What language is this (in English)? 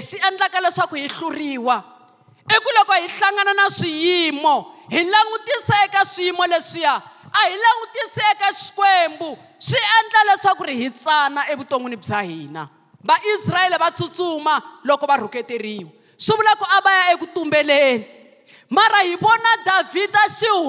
Tsonga